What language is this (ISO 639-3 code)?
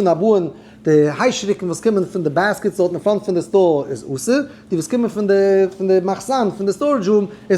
yid